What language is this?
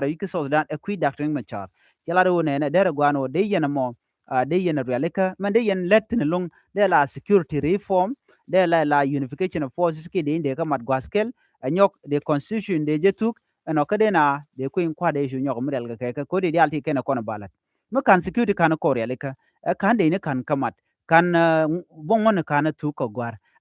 Nuer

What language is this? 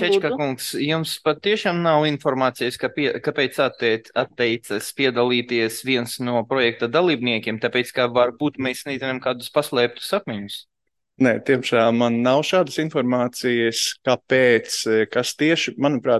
Latvian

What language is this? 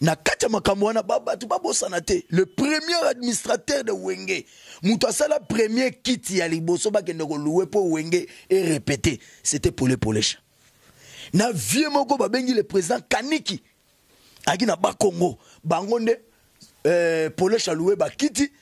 Lingala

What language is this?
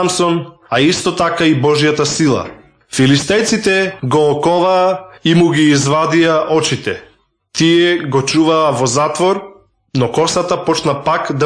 Macedonian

